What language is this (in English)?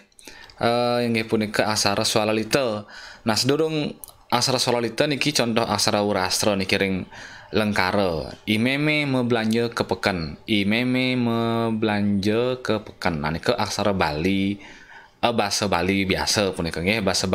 Balinese